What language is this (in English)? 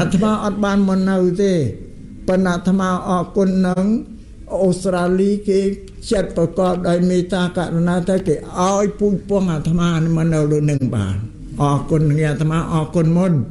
Khmer